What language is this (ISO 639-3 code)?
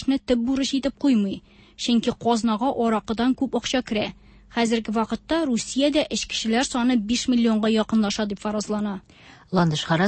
tat